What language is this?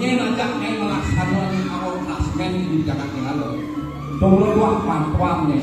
Balinese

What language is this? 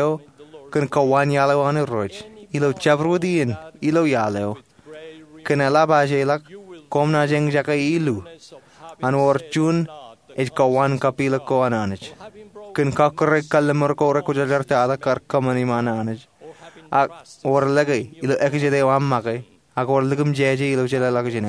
Marshallese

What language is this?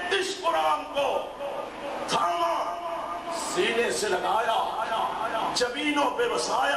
Urdu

